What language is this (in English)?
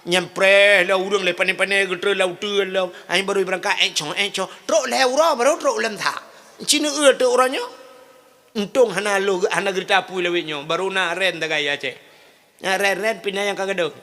Achinese